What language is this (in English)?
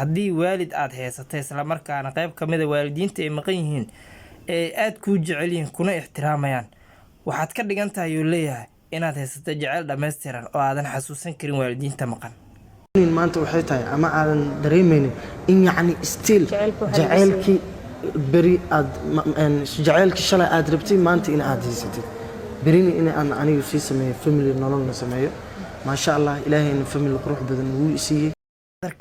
Somali